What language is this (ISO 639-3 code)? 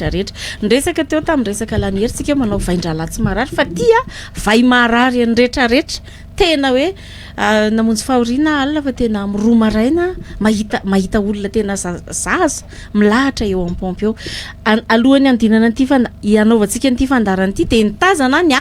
mlg